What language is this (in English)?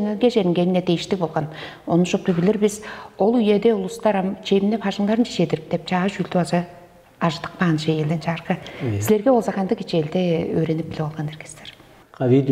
Tuvinian